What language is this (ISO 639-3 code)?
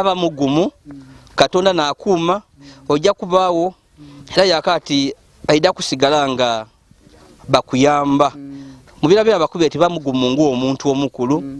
lug